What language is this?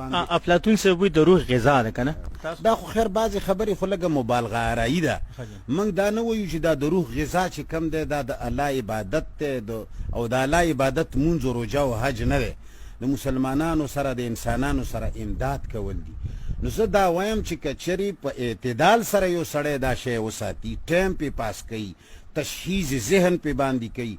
Pashto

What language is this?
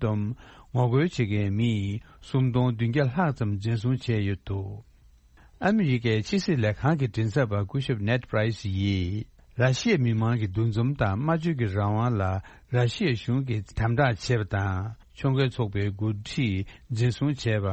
Tibetan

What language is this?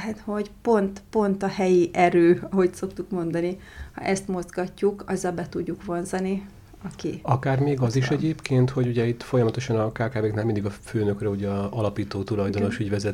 Hungarian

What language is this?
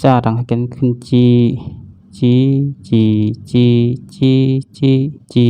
Shan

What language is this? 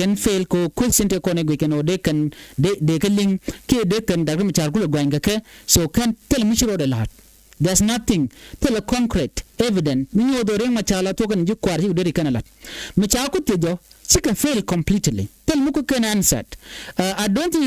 Nuer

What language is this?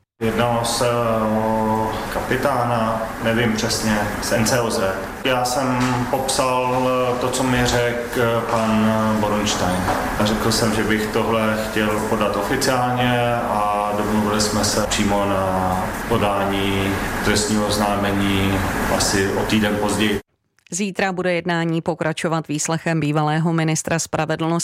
Czech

